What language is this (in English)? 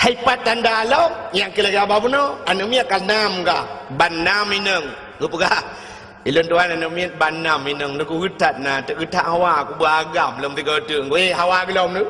Achinese